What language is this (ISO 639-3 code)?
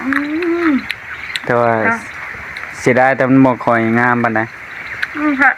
tts